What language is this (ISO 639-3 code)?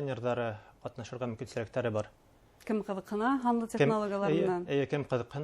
bak